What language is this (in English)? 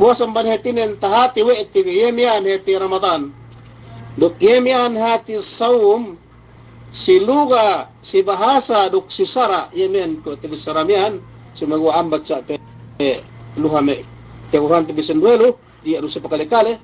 Yakan